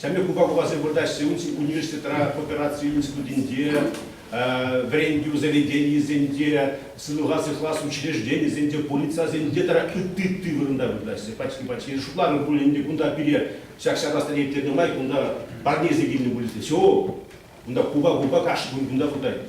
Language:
Chuvash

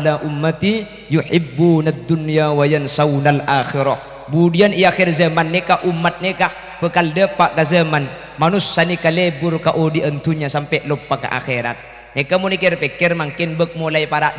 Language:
Madurese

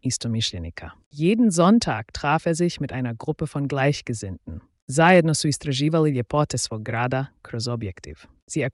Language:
Slovenian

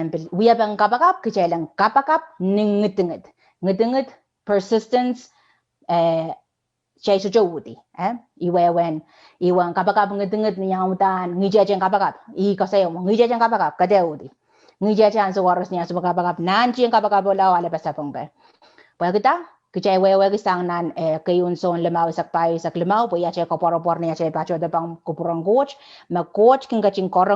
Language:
Pohnpeian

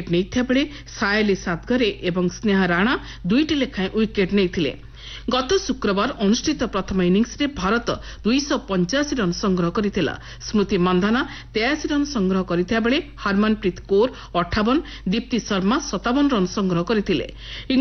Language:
Odia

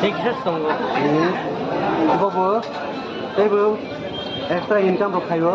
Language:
Kok Borok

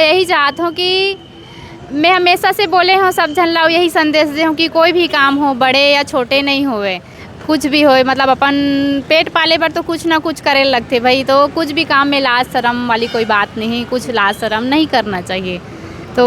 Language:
Chhattisgarhi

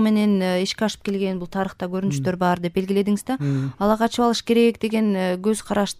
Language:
Kyrgyz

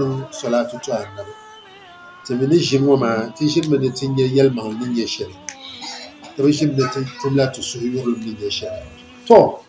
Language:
Dagbani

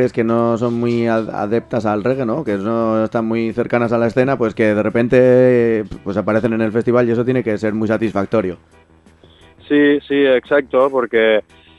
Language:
Spanish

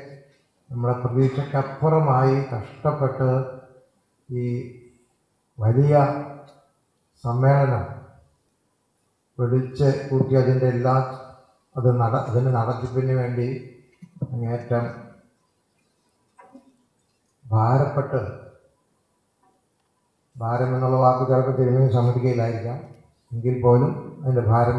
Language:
Malayalam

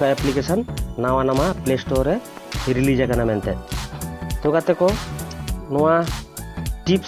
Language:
Santali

